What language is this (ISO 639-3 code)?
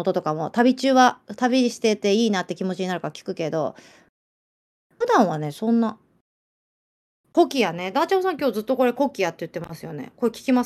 jpn